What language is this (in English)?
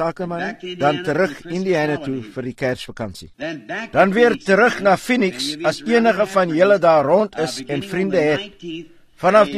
Afrikaans